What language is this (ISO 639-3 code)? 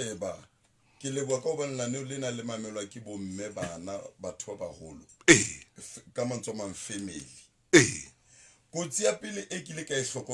sot